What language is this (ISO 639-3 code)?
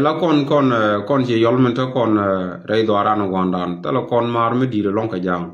nus